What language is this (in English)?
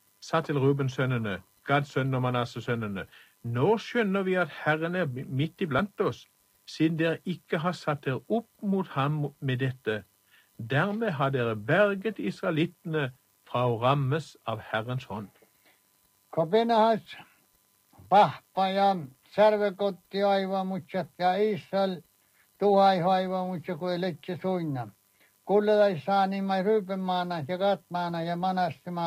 Norwegian